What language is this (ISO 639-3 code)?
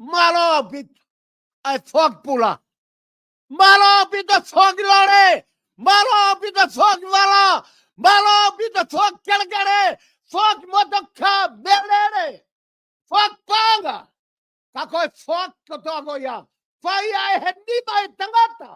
ton